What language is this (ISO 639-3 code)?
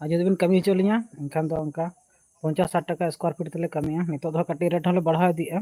sat